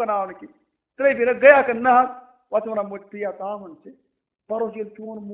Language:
Kashmiri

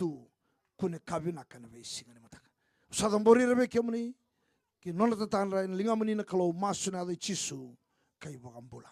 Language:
Fijian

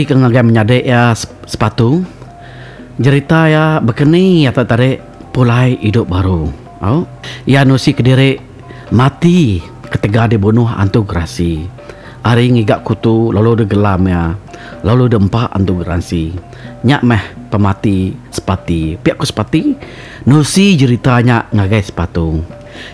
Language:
Iban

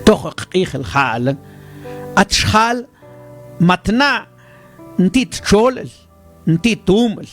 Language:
Mam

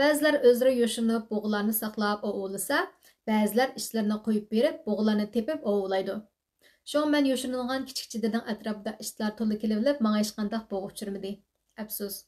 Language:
Uyghur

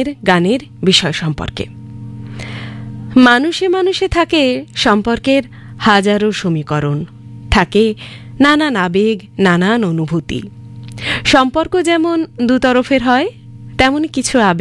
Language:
Bangla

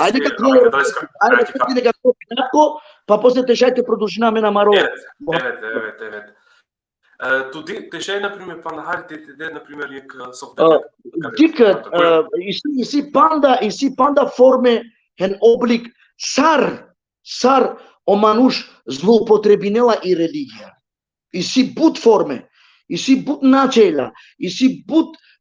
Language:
Balkan Romani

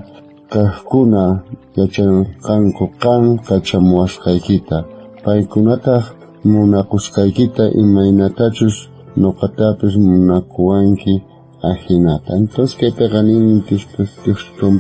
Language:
South Bolivian Quechua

